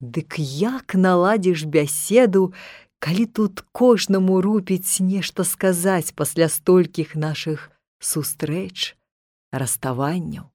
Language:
Belarusian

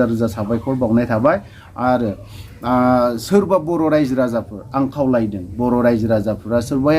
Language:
Bodo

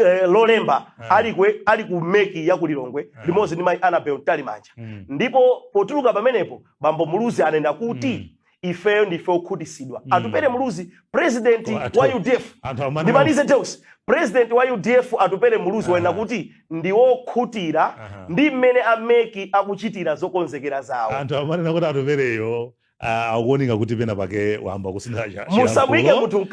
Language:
Nyanja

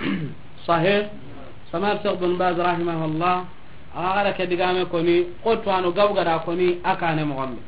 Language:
Soninke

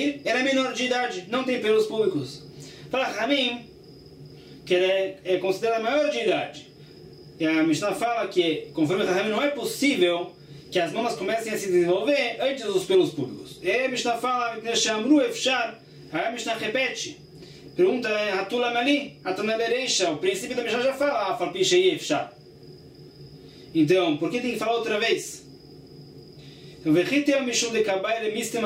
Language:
Portuguese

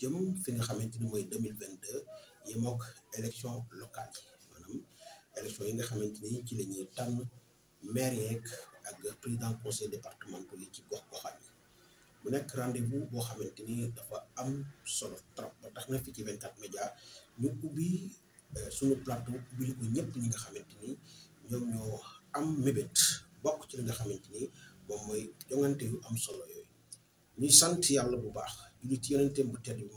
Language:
Wolof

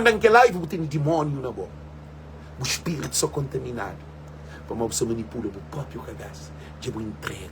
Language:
Kabuverdianu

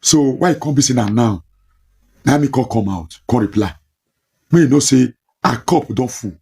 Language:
Nigerian Pidgin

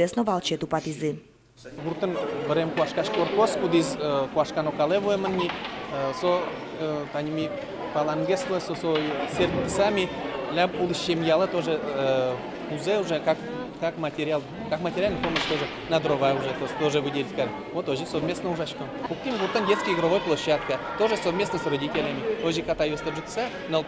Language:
Udmurt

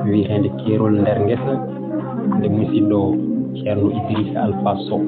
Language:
Fula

